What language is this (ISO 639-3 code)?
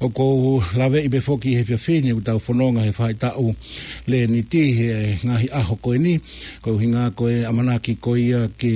ton